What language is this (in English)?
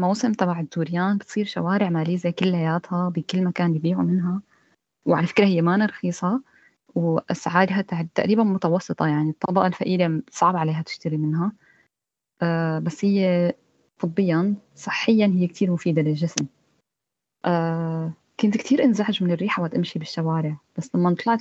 North Levantine Arabic